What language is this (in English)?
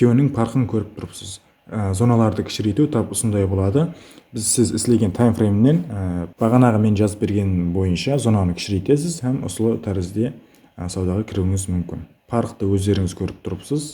Kara-Kalpak